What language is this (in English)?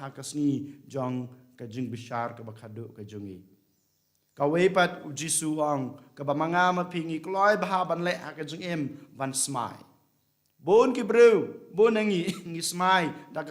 Khasi